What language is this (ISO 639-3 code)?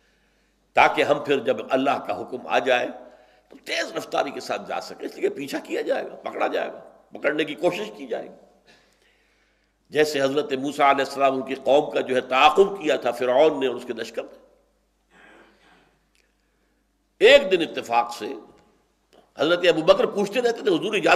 urd